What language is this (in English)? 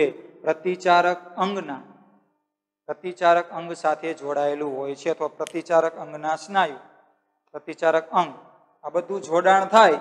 Gujarati